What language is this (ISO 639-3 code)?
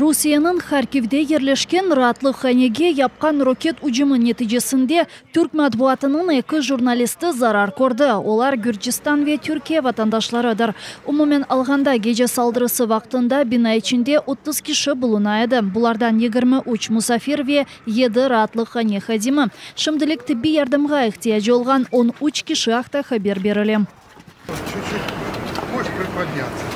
crh